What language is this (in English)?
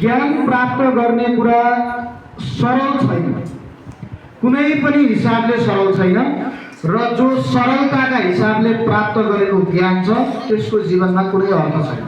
Nepali